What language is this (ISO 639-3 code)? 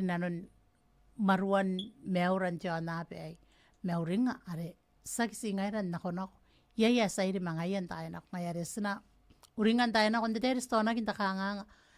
gil